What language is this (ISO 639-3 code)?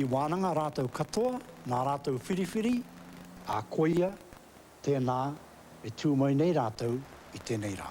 mri